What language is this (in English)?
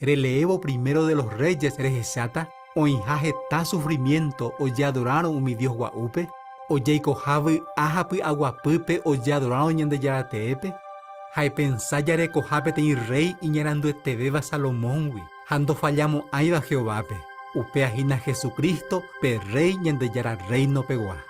Guarani